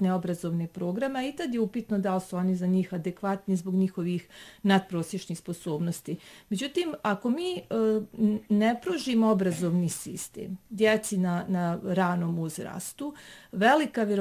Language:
Bosnian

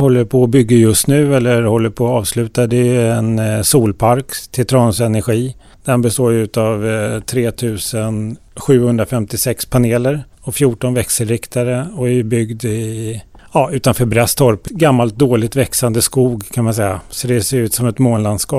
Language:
Swedish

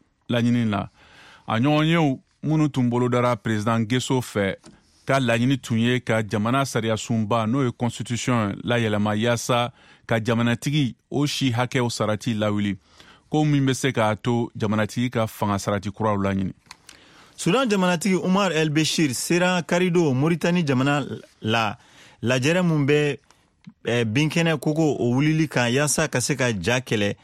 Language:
Bambara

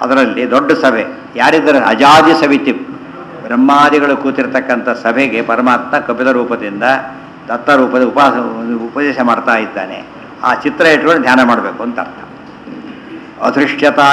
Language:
Kannada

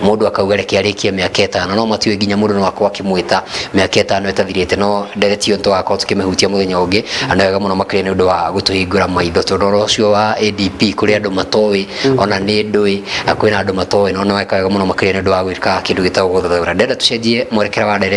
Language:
Kikuyu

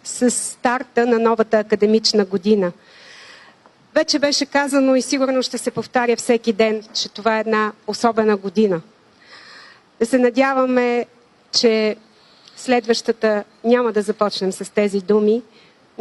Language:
Bulgarian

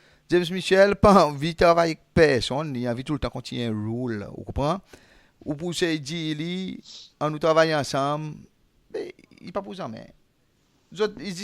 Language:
Seselwa Creole French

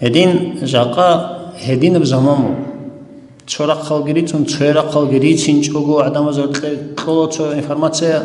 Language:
Avaric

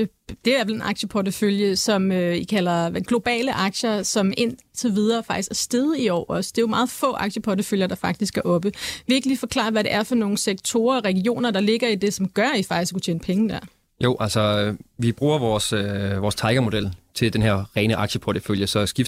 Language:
Danish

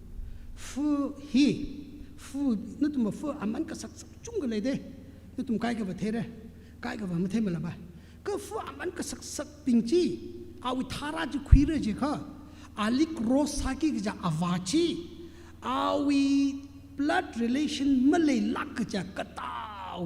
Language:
Tangkhul Naga (India)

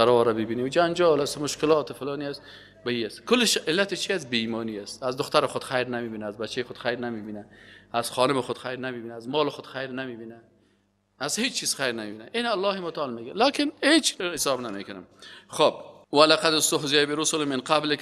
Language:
Persian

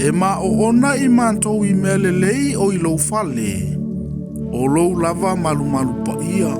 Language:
Samoan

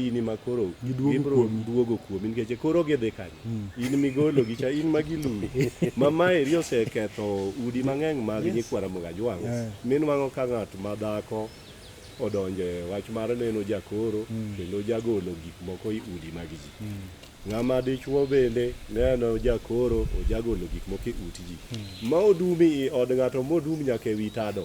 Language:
Luo (Kenya and Tanzania)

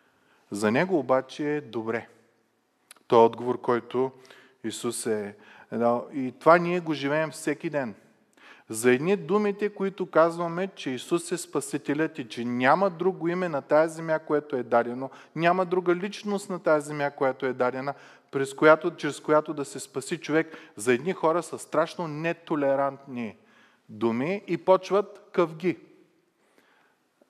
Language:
Bulgarian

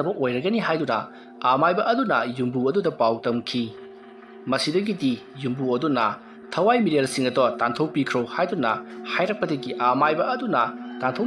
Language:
Manipuri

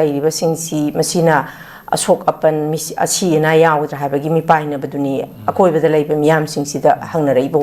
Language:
Manipuri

